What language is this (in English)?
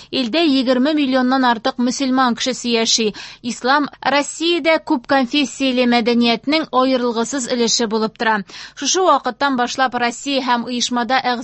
Tatar